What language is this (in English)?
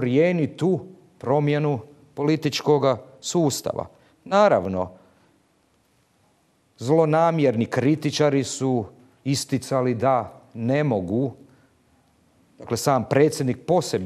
Croatian